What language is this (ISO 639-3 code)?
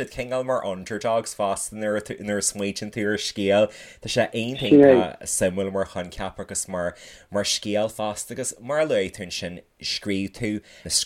gle